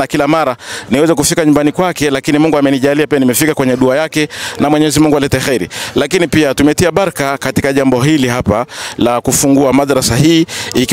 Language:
Swahili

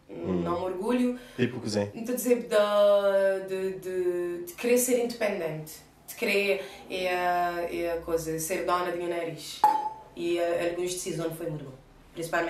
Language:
Kabuverdianu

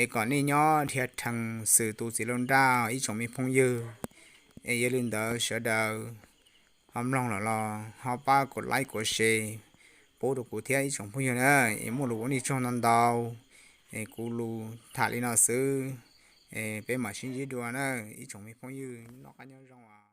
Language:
Hmong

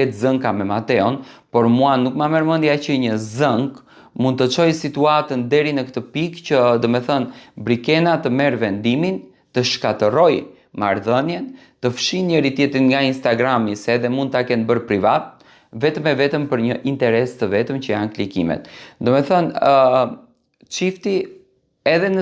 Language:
Albanian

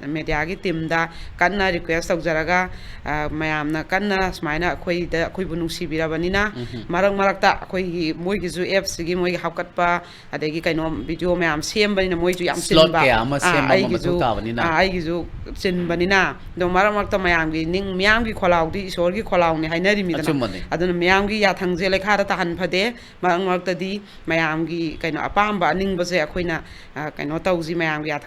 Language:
Manipuri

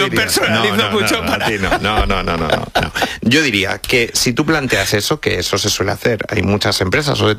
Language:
Spanish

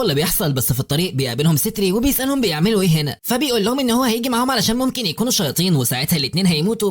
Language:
Egyptian Arabic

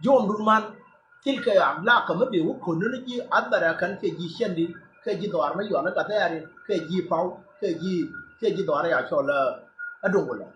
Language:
Nuer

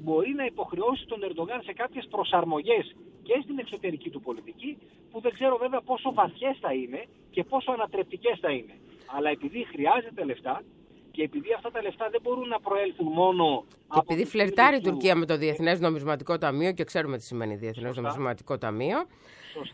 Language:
Greek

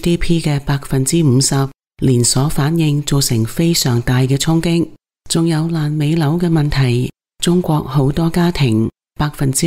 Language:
Cantonese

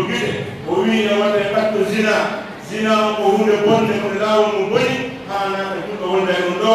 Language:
Pular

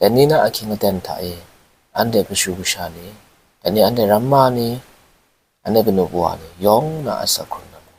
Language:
Kachin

